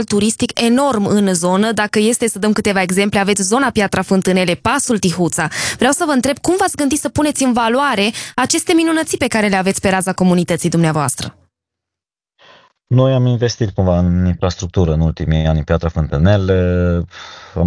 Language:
Romanian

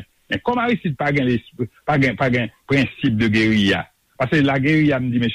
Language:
Haitian Creole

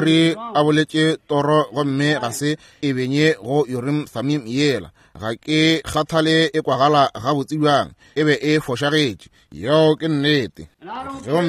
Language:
Northern Sotho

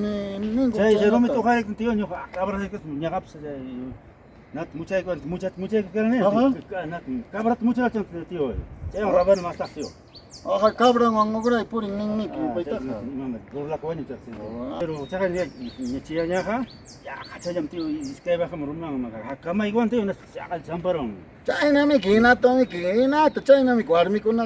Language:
Ayacucho Quechua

